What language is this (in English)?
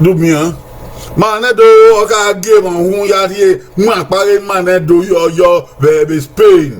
Bini